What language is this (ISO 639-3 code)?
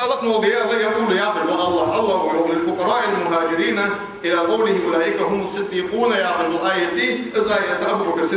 inh